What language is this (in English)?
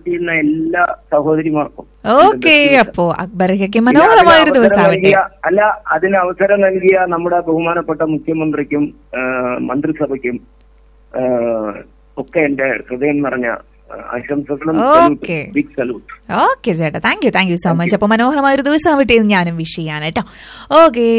Malayalam